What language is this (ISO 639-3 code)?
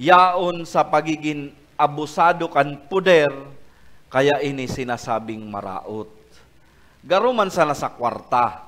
bik